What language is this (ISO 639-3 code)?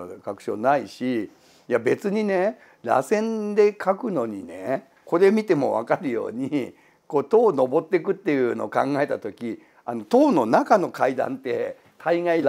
jpn